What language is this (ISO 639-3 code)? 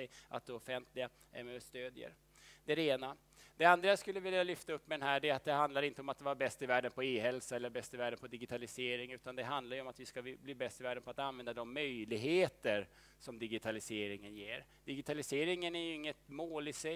swe